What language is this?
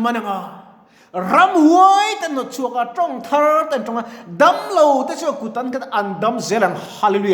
Mizo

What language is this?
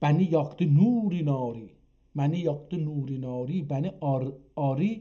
South Azerbaijani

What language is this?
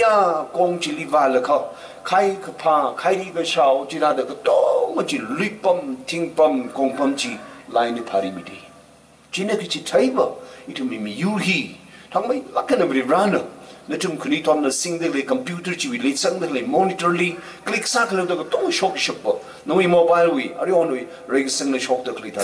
Tangkhul Naga (India)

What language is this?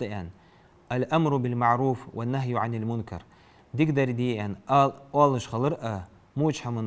Ingush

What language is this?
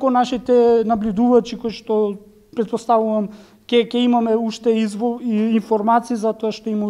Macedonian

